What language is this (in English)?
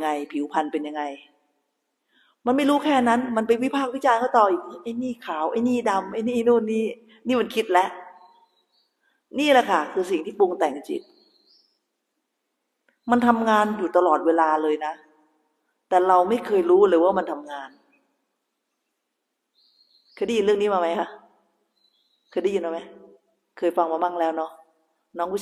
Thai